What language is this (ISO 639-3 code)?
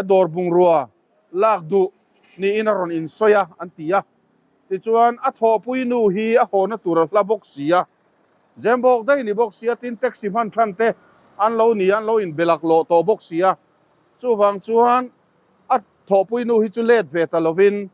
lus